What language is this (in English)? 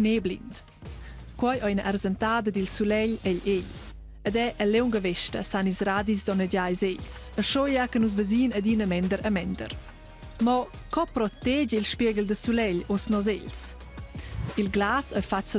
Romansh